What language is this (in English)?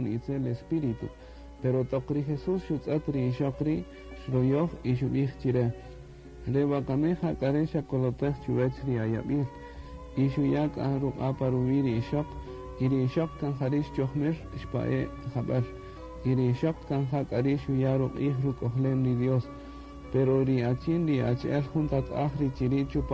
Kaqchikel